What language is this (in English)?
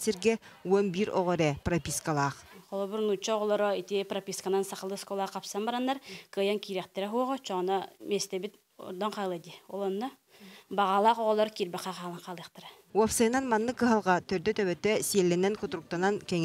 Yakut